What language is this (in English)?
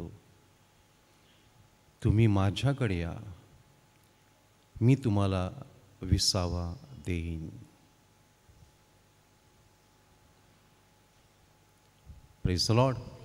Marathi